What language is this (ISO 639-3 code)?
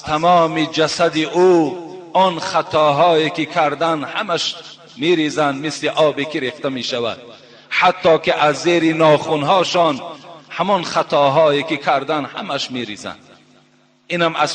tgk